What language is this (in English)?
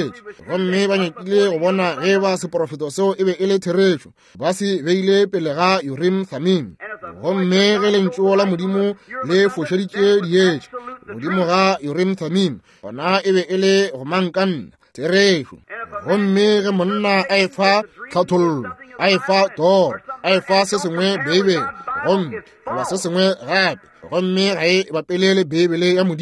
Northern Sotho